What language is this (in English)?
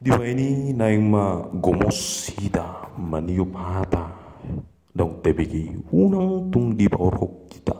Batak Toba